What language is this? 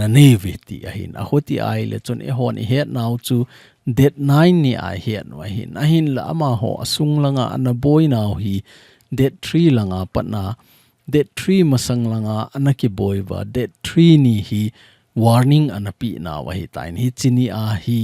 Thado Chin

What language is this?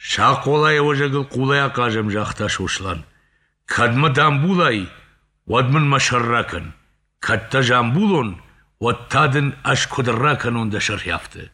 Ossetic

